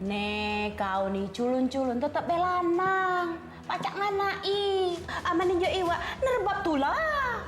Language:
Musi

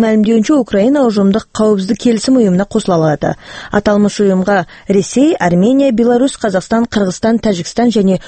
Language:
Kazakh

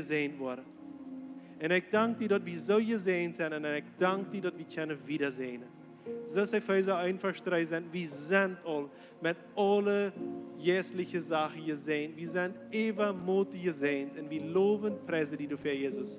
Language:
Plautdietsch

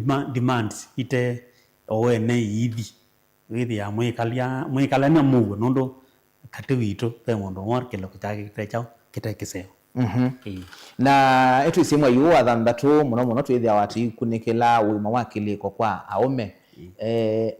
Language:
Kamba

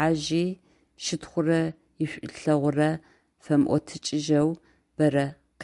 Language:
Adyghe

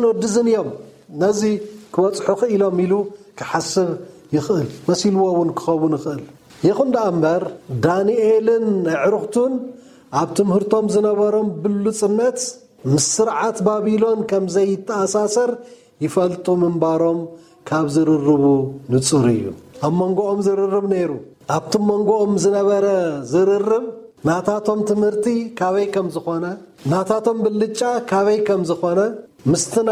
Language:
Tigrinya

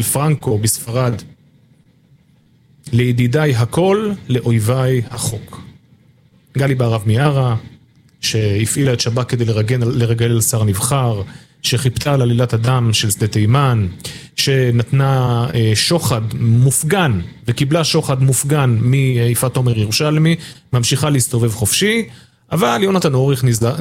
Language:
Hebrew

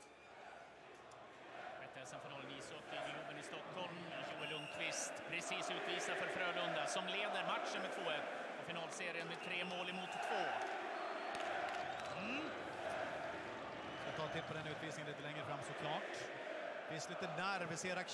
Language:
Swedish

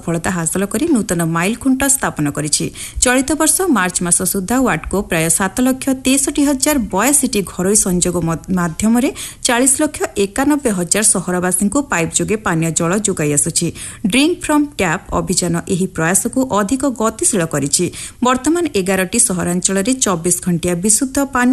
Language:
Odia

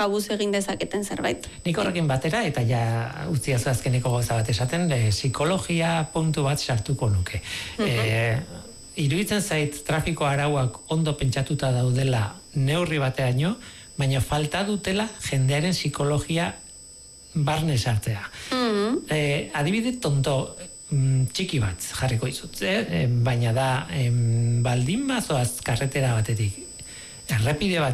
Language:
Basque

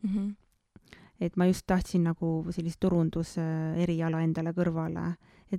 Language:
Estonian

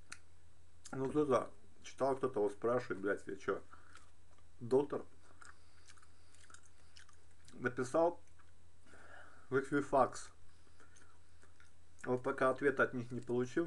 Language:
Russian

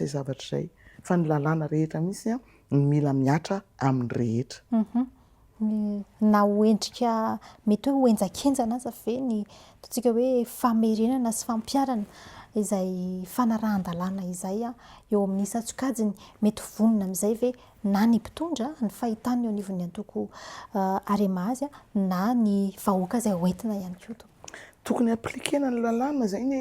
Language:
Malagasy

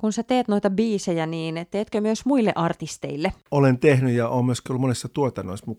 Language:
Finnish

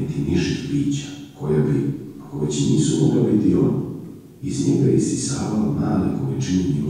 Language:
Serbian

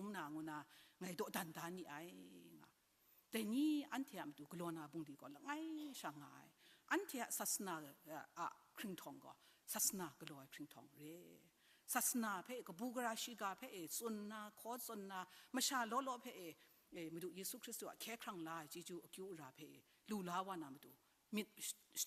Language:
Kachin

